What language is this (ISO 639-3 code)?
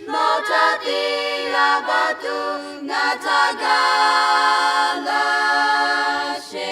lhu